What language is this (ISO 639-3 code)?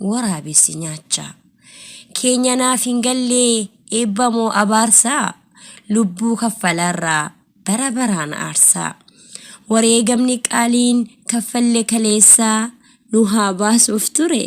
orm